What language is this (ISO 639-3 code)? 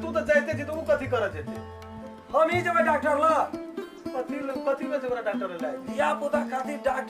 mai